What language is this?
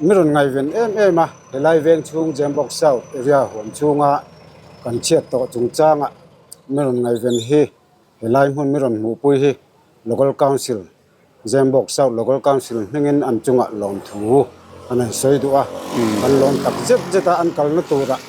Mizo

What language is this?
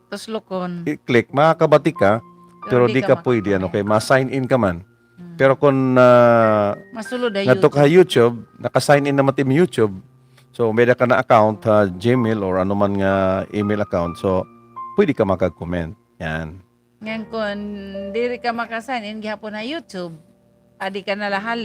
Waray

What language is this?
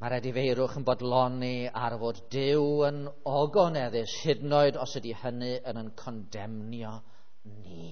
Welsh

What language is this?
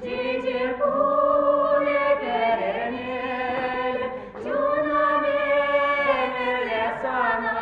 Chuvash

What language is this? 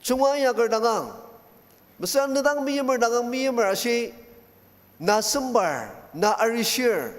Ao Naga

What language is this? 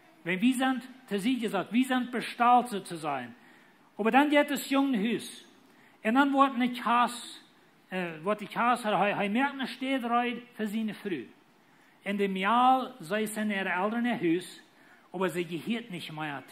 Plautdietsch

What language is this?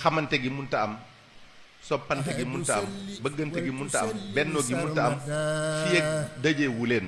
Wolof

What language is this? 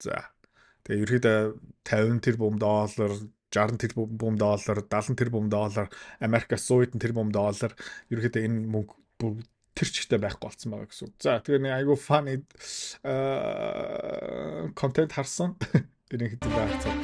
Mongolian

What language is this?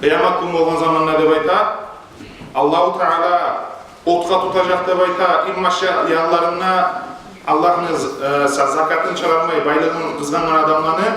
Kumyk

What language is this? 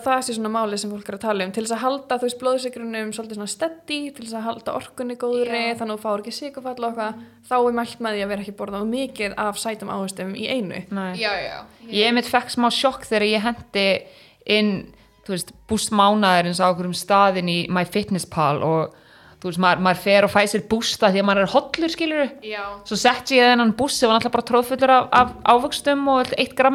Icelandic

